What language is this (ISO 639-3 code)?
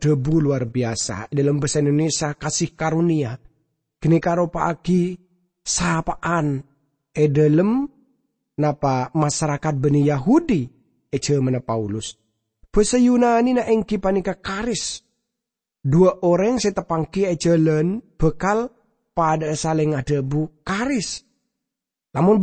mad